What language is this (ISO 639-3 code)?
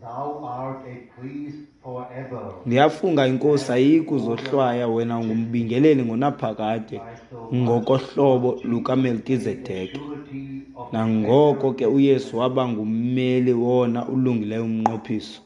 xho